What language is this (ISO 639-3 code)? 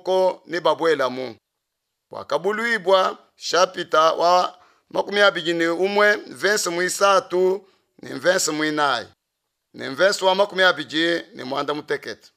lua